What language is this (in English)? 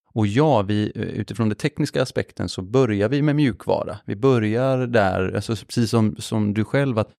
Swedish